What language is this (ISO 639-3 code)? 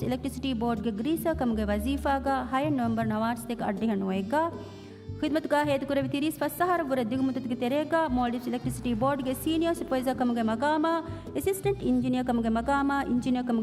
div